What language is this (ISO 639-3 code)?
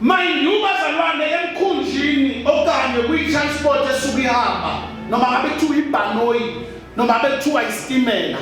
zul